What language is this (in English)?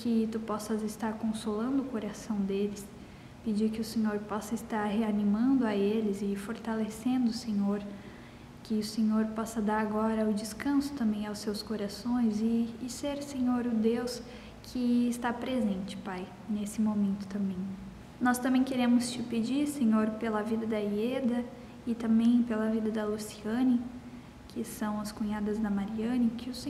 Portuguese